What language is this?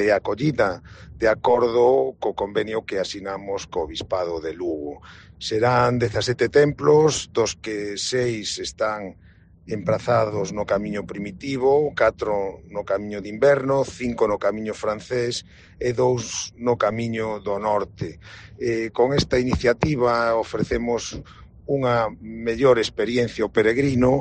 Galician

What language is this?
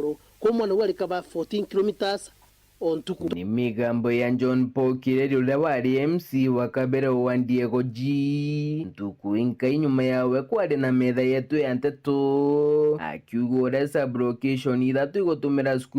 Meru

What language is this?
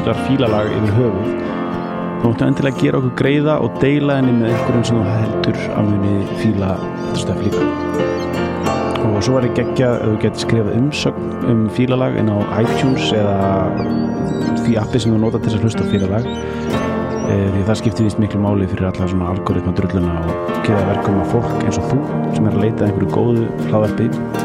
Icelandic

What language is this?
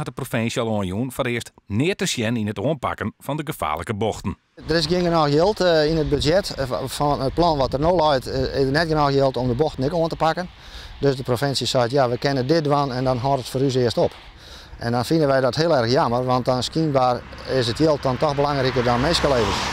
Western Frisian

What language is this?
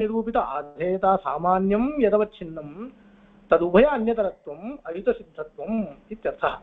Sanskrit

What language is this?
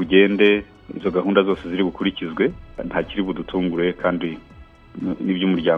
Kinyarwanda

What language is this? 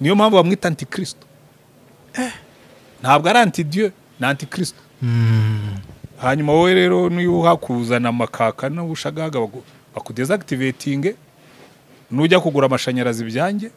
Kinyarwanda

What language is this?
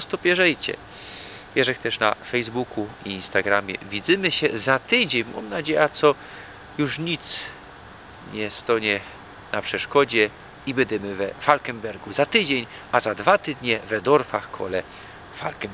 Silesian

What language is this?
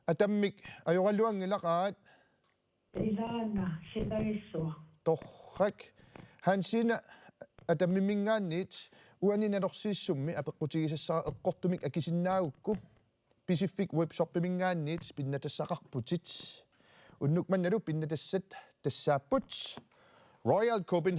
Kalaallisut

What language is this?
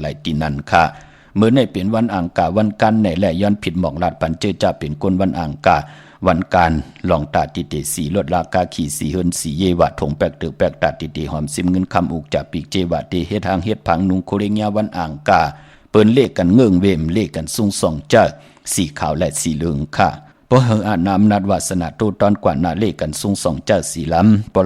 Shan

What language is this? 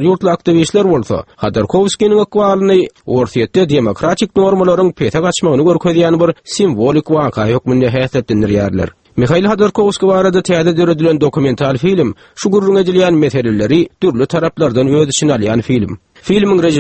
Turkmen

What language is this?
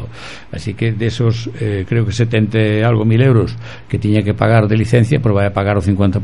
Galician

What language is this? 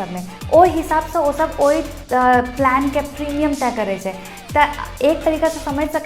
Maithili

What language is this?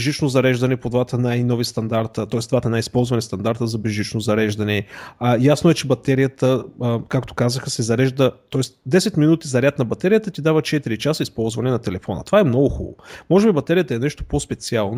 Bulgarian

